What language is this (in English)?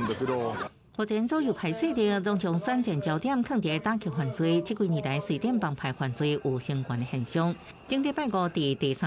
Min Nan Chinese